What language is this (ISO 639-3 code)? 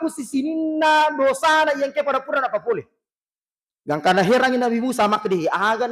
bug